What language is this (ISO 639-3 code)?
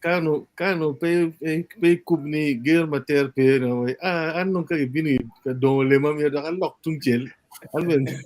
ach